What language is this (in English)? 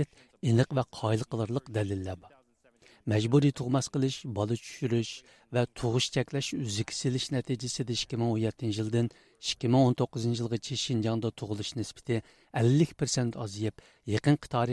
Uyghur